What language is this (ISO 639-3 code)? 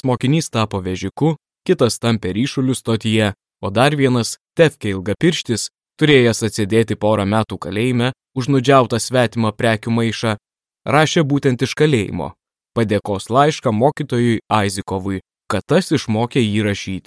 lit